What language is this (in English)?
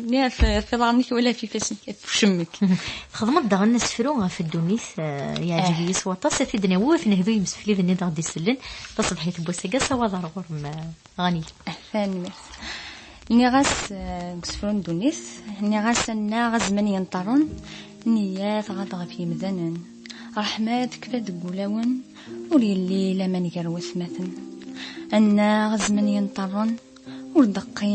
Kabyle